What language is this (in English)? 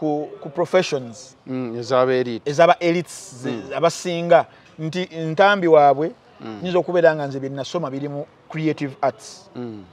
Ganda